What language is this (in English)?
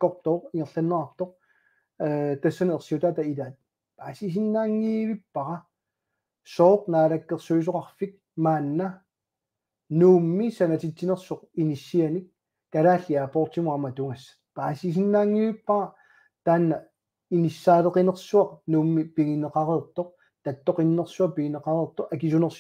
Kalaallisut